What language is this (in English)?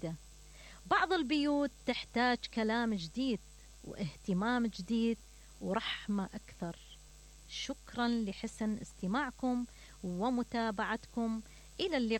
Mesopotamian Arabic